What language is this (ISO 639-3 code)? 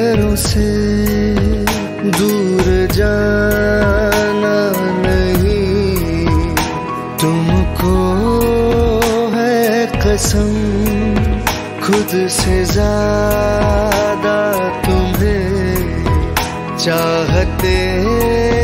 hin